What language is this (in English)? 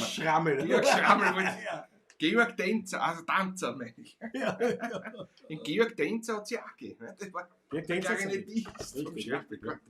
Bavarian